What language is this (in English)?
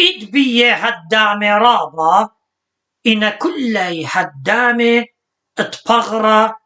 Assyrian Neo-Aramaic